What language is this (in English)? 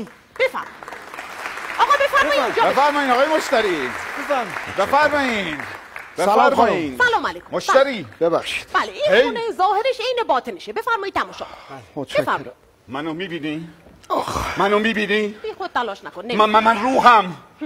Persian